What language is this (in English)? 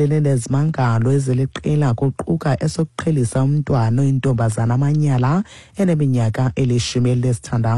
Xhosa